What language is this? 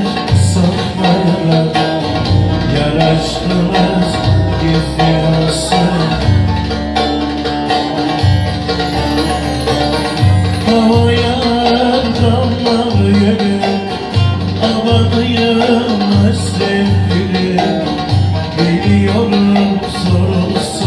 Turkish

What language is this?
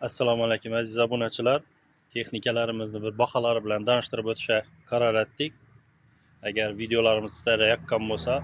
Uzbek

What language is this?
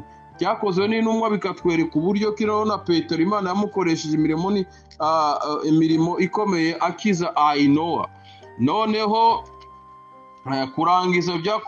Kinyarwanda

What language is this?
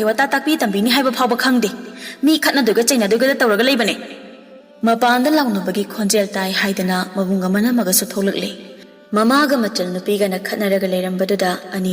Manipuri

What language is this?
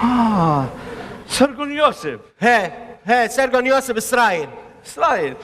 Assyrian Neo-Aramaic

